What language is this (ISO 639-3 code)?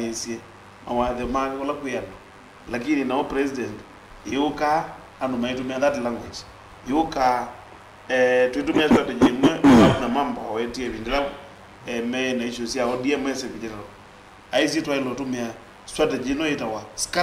kam